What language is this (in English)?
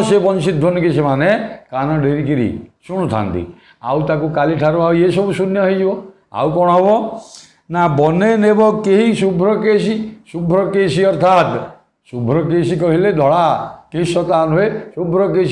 Odia